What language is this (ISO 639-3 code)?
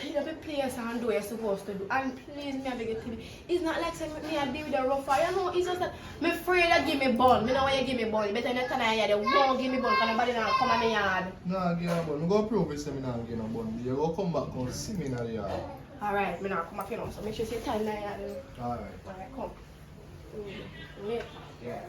jam